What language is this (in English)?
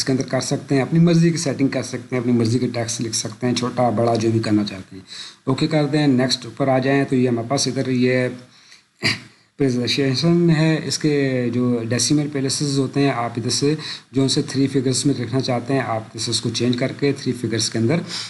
Urdu